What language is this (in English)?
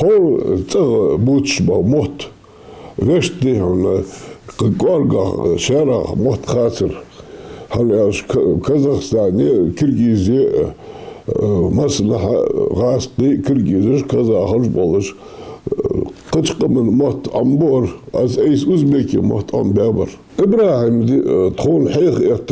Ingush